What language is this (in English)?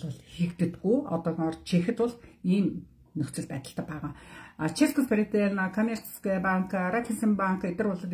Mongolian